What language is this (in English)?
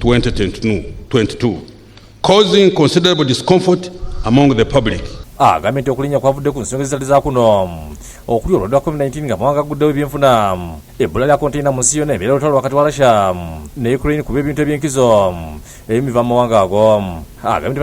Ganda